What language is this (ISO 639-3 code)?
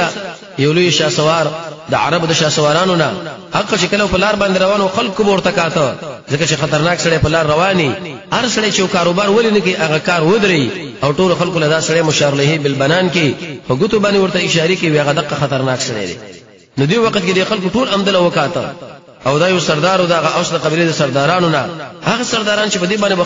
pus